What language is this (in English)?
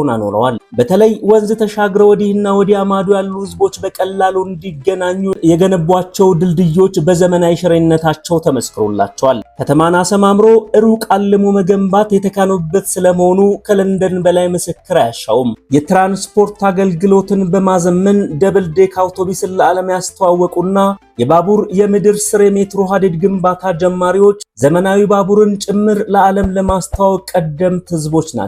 Amharic